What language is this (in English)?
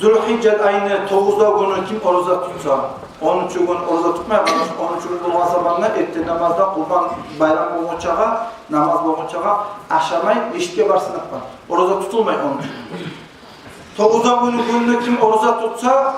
Kumyk